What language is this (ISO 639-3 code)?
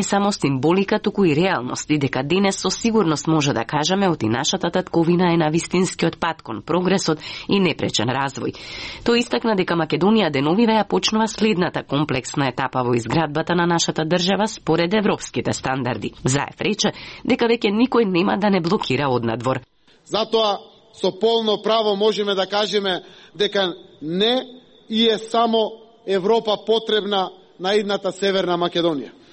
mkd